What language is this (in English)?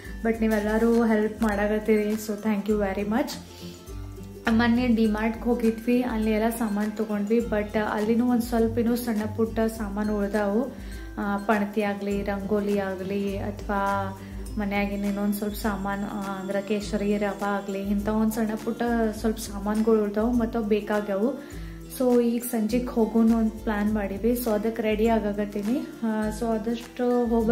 Kannada